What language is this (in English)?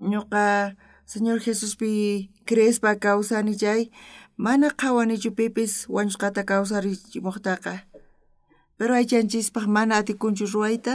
South Bolivian Quechua